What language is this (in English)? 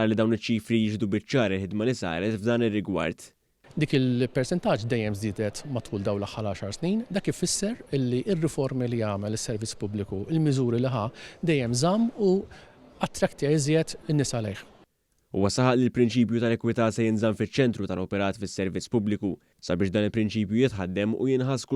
Maltese